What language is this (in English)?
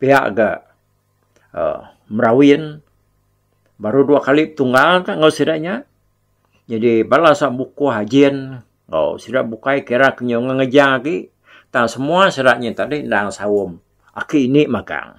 Iban